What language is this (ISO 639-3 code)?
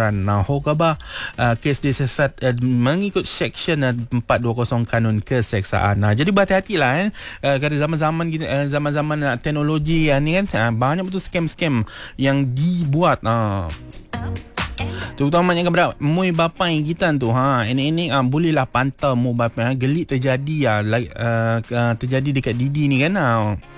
msa